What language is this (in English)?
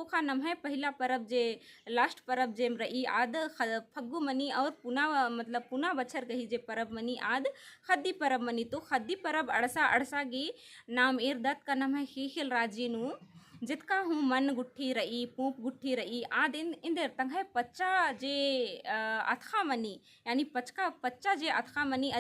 Kurukh